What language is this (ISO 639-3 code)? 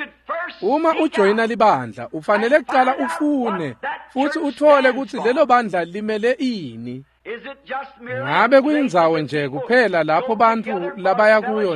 ssw